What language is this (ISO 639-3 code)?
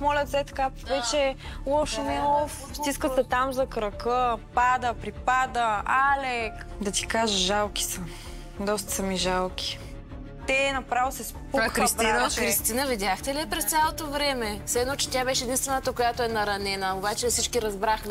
bul